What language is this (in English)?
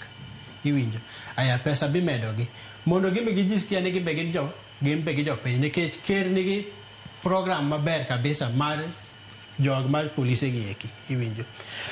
Luo (Kenya and Tanzania)